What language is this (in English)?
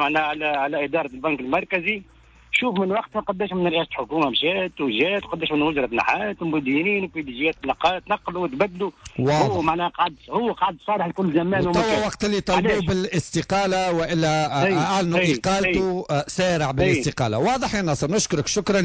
Tunisian Arabic